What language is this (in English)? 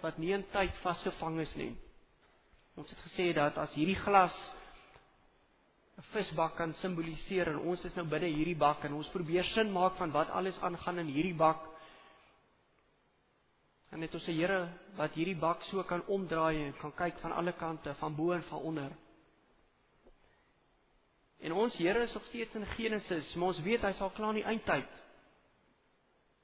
Afrikaans